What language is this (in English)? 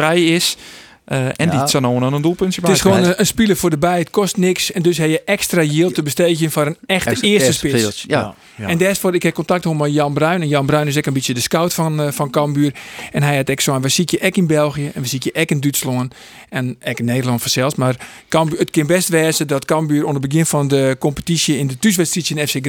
Western Frisian